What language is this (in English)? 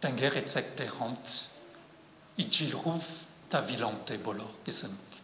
Breton